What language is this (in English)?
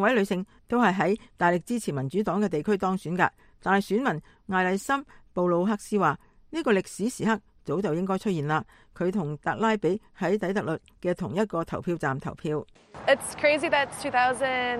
Cantonese